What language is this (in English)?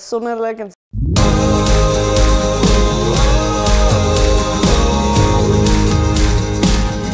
Afrikaans